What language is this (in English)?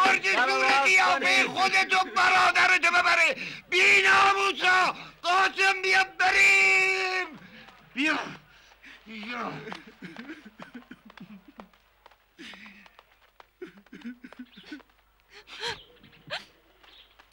Persian